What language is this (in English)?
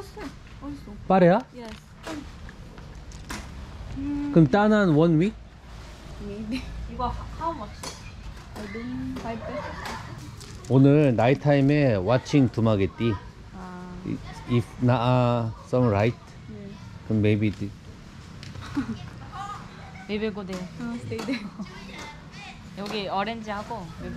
Korean